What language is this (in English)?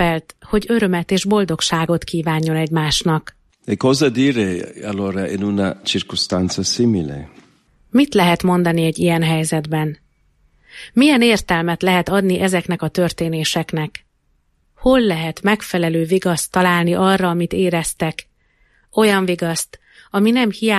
Hungarian